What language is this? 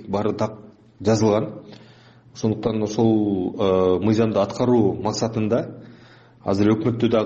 Kyrgyz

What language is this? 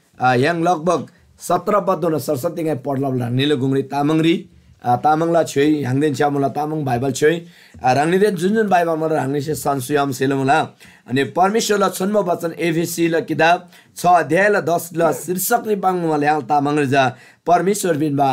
Eastern Tamang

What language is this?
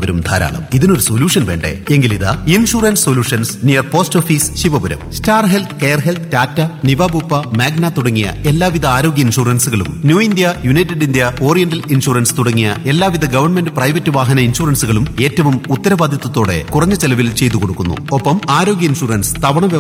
Malayalam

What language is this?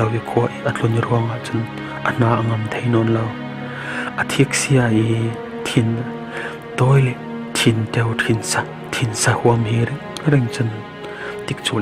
Falam Chin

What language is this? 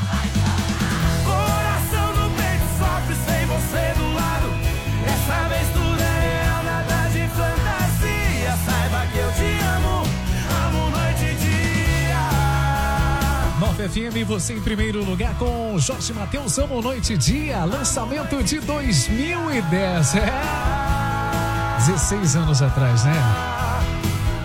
Portuguese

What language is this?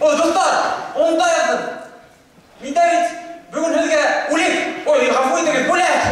Bashkir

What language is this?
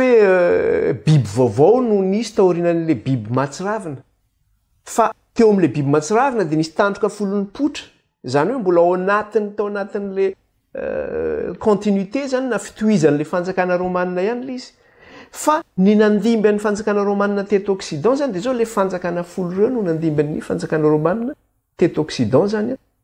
Malagasy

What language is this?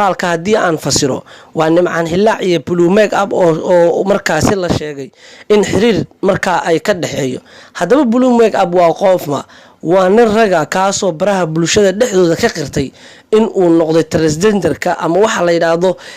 Somali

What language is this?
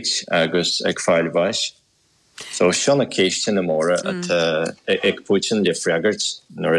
Irish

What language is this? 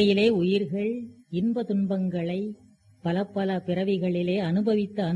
Tamil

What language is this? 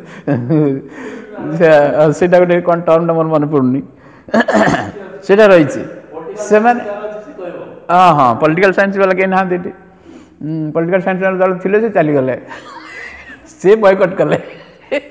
Odia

